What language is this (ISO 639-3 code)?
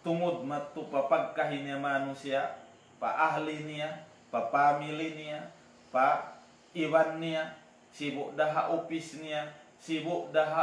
tsg